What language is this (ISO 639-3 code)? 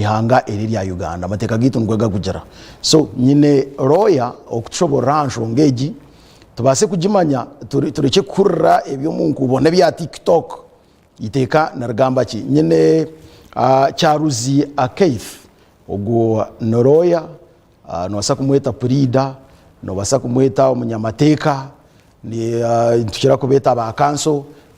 nyn